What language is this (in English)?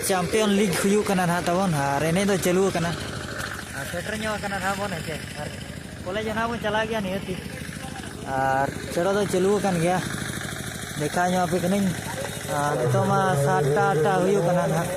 Santali